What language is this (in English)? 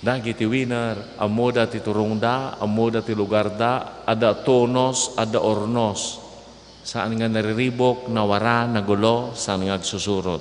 Iloko